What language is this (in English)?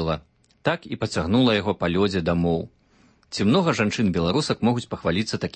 Belarusian